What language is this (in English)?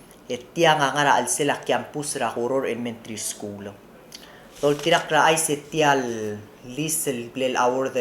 Palauan